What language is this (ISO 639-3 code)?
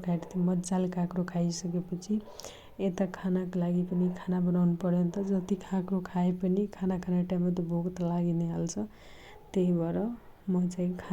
nep